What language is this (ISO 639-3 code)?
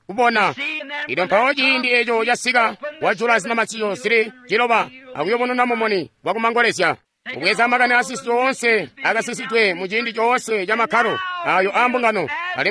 toi